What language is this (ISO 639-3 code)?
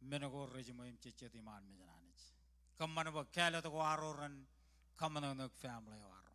mah